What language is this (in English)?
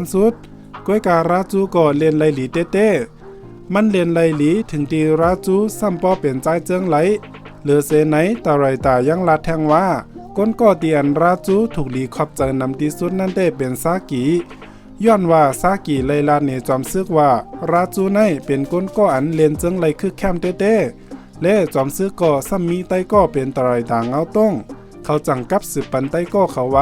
Shan